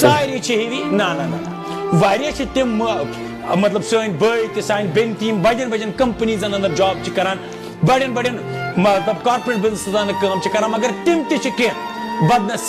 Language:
Kashmiri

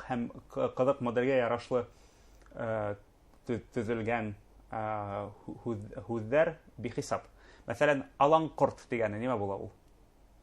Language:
Bashkir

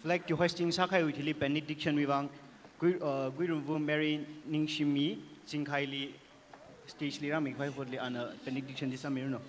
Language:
Tangkhul Naga (India)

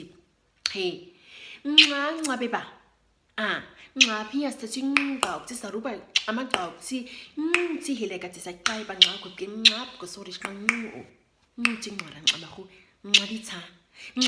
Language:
Nama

